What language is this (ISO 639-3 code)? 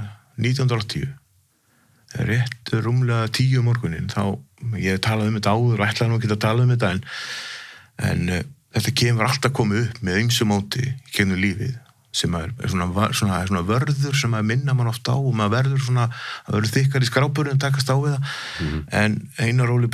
isl